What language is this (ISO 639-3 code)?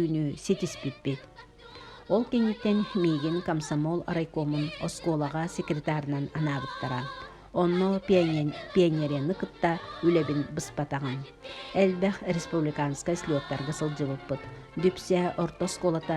sah